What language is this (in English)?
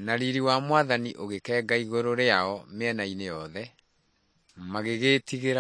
Kikuyu